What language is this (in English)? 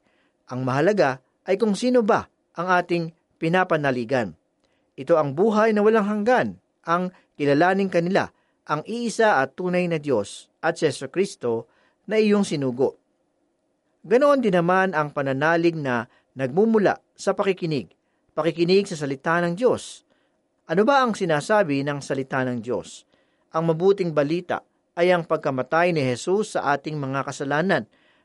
Filipino